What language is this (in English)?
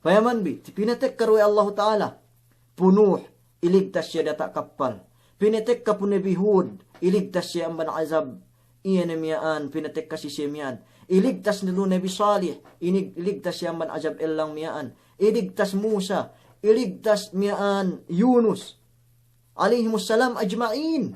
Yakan